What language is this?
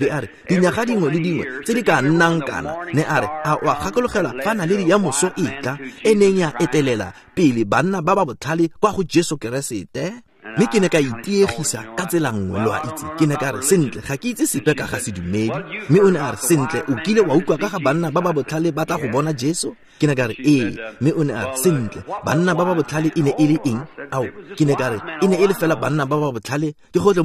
Tswana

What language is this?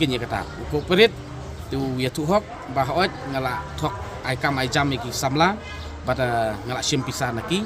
Khasi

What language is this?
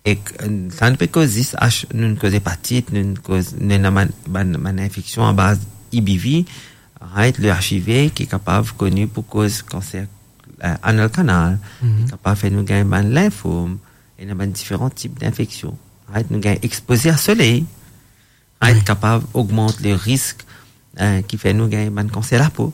Morisyen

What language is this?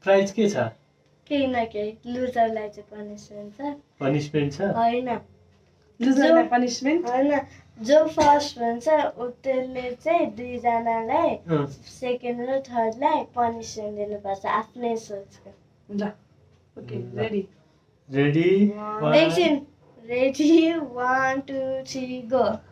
Nepali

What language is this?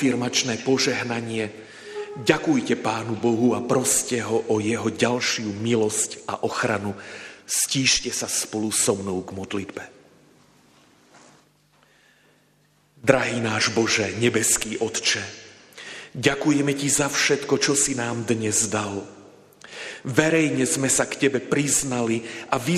Slovak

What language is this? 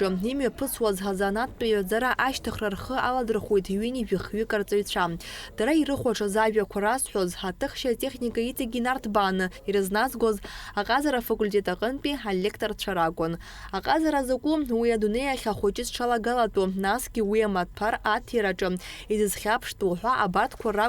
Abkhazian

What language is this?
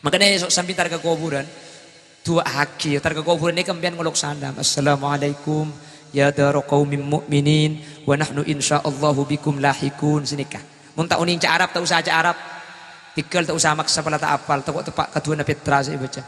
Madurese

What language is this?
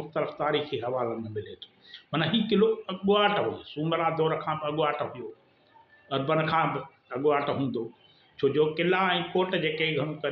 Sindhi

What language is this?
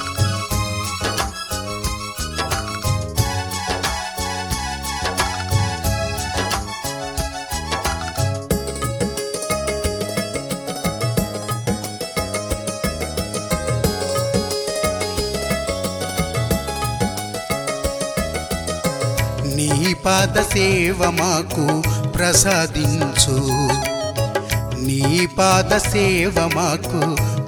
Telugu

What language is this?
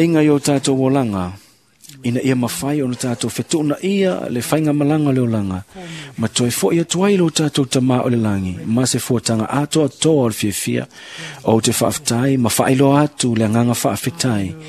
Samoan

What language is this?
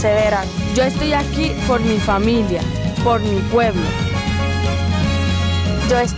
Spanish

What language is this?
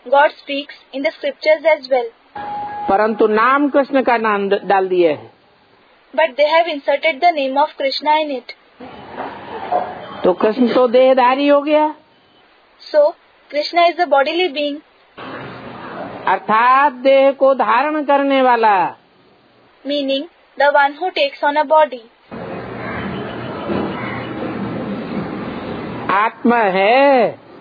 Hindi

